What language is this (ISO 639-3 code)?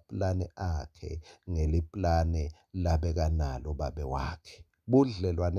ssw